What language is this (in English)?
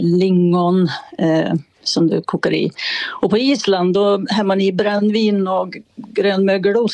Swedish